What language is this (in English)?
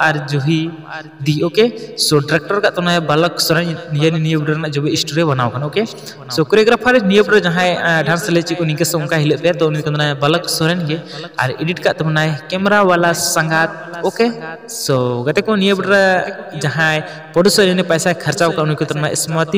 Santali